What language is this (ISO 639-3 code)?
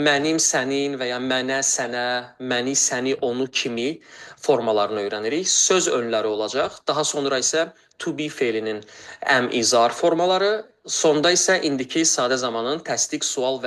aze